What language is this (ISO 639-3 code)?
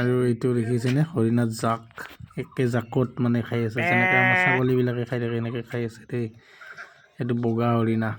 asm